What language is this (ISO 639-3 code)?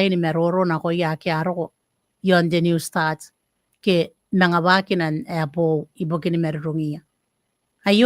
gil